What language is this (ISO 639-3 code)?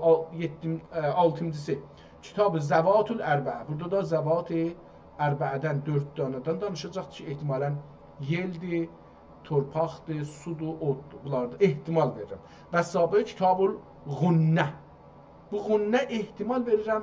azb